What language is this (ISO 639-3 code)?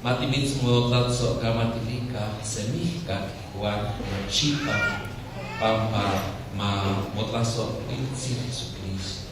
nah